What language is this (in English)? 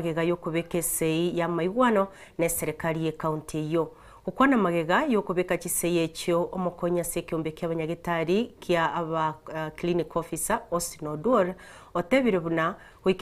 Gusii